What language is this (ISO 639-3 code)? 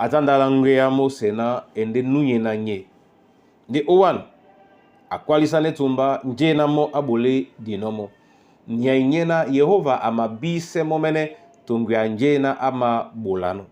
dua